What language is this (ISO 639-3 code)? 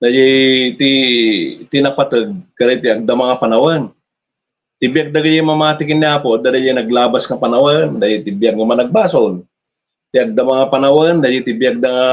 ilo